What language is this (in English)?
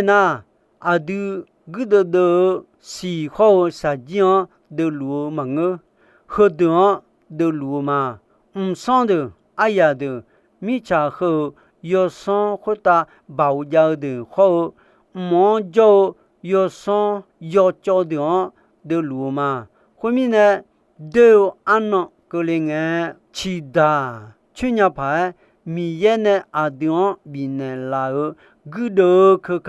Akha